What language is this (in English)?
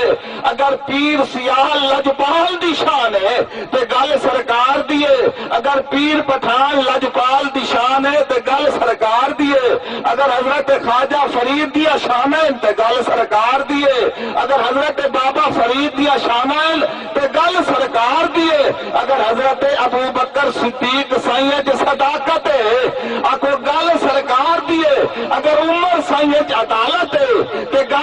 Saraiki